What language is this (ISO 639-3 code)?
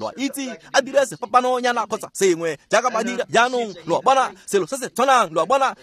tsn